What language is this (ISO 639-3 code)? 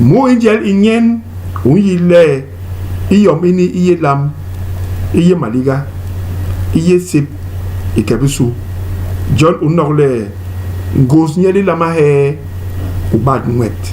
bas